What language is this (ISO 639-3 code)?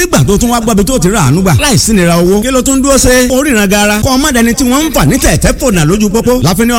yor